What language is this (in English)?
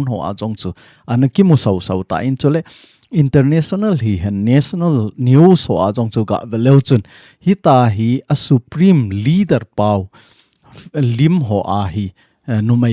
Thado Chin